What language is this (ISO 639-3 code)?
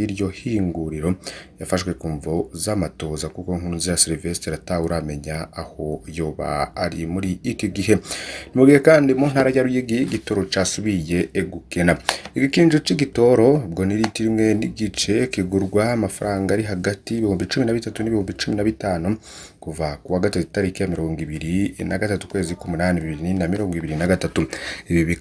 run